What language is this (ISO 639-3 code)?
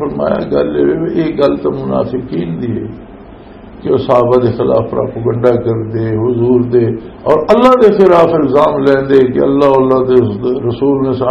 lah